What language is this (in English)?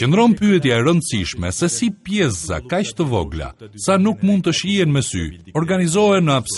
Albanian